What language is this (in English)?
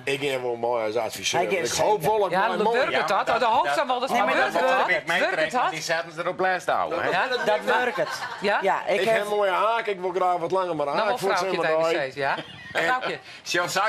Western Frisian